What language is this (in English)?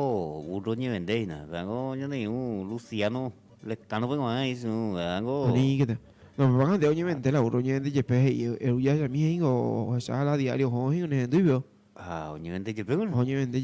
Guarani